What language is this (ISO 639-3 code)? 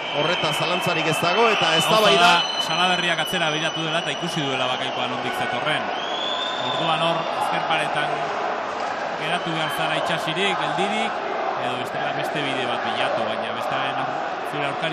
eus